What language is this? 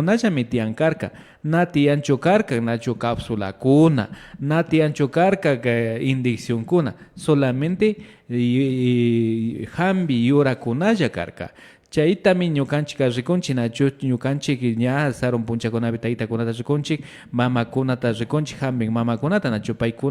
Imbabura Highland Quichua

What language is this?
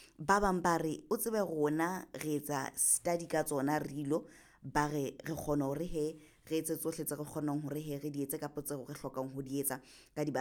Southern Sotho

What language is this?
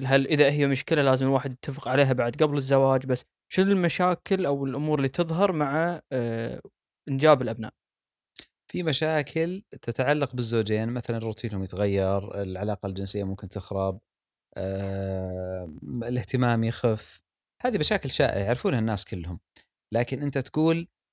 Gulf Arabic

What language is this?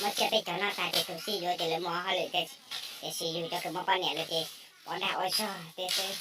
Hmong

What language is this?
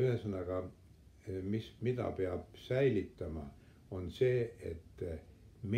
Estonian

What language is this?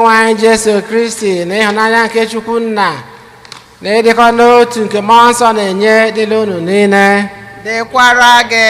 Igbo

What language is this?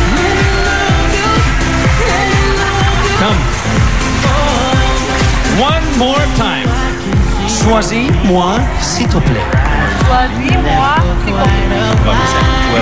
Indonesian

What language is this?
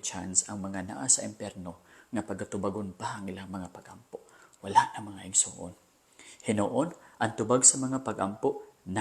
Cebuano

